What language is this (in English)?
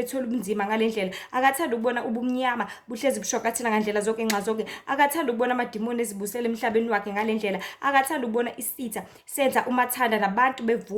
Zulu